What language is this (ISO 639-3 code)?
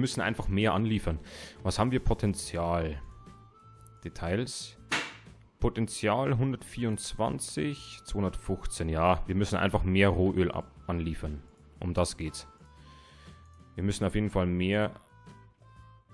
deu